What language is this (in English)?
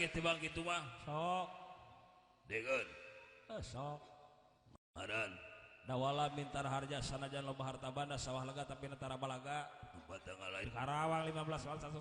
Sundanese